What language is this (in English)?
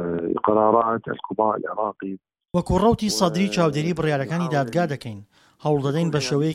Central Kurdish